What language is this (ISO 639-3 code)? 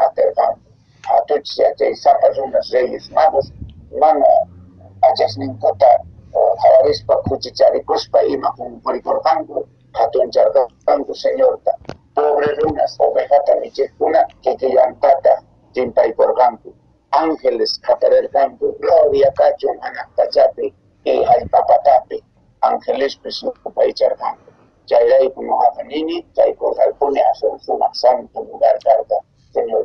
que